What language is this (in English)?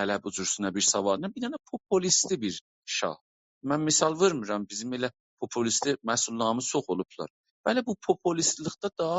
South Azerbaijani